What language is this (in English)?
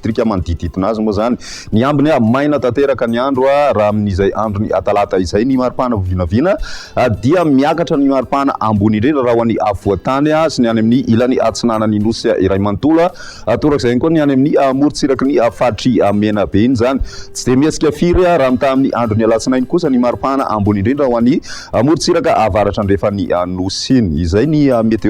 Malagasy